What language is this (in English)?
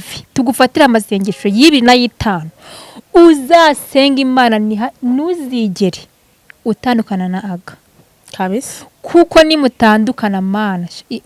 Kinyarwanda